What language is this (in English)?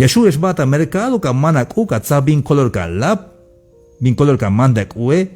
Tzeltal